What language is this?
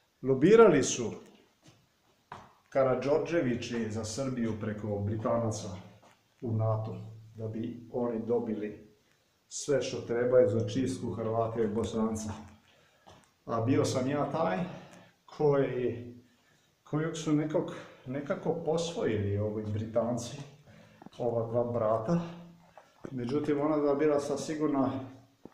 Croatian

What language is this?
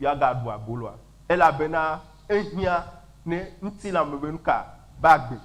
Ewe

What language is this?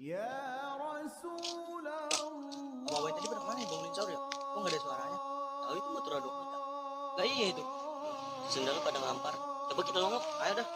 Betawi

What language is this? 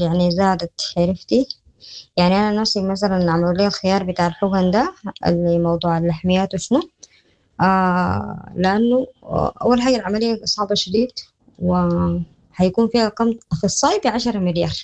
Sudanese Arabic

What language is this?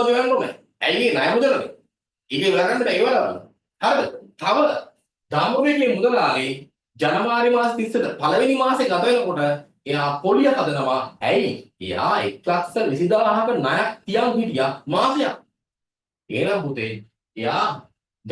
Sinhala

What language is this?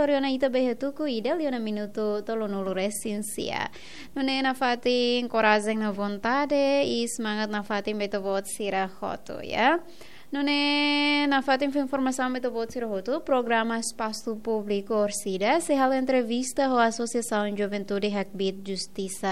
Tetum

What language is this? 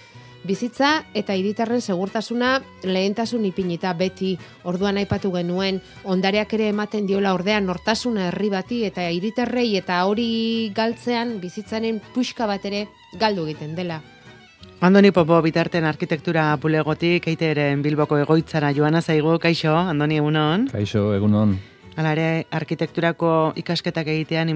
Basque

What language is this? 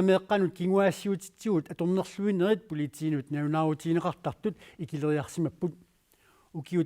Kalaallisut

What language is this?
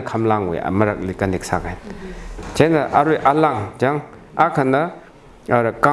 Tangkhul Naga (India)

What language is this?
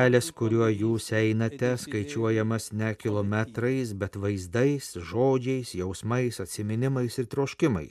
Lithuanian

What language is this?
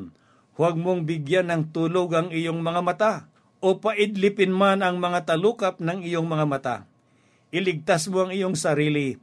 Filipino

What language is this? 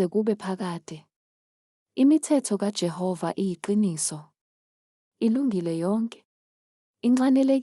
Zulu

